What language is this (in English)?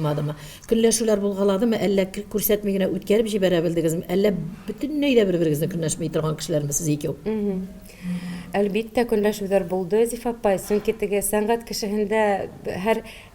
Bashkir